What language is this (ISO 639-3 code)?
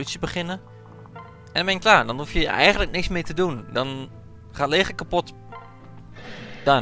nld